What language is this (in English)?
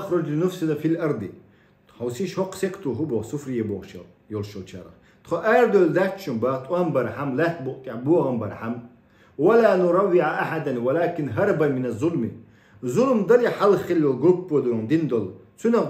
Chechen